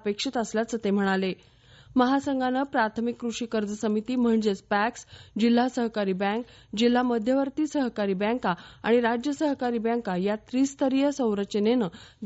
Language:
Marathi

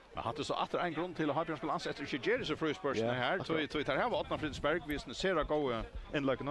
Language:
Faroese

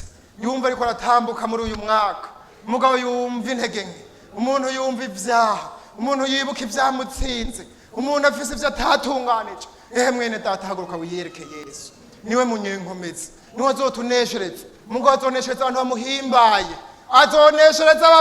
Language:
Rundi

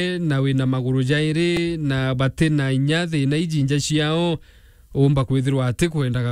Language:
Meru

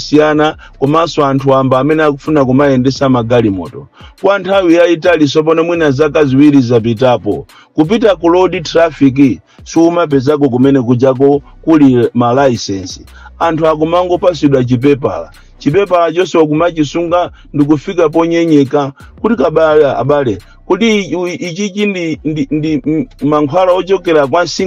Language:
Nyanja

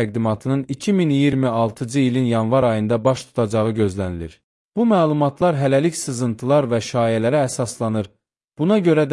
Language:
Azerbaijani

